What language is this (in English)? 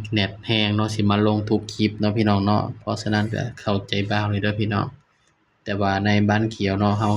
Northeastern Thai